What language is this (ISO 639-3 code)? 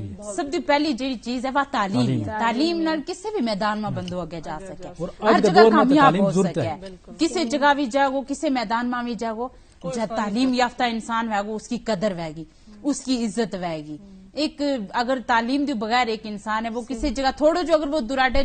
gju